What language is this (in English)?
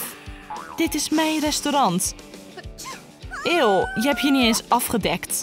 Dutch